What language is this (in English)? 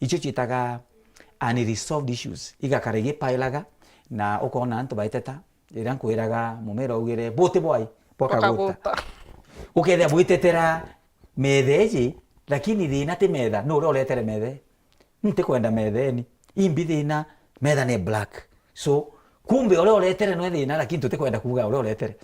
Meru